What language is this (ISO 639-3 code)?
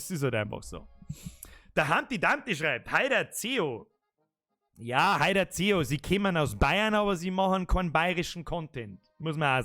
bar